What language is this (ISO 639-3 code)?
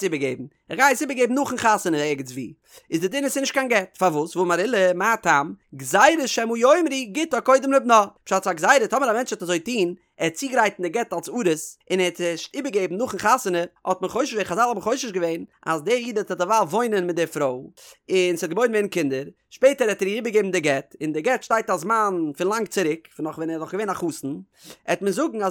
yid